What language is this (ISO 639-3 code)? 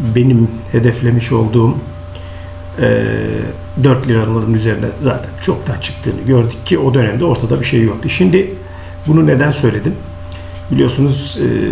tur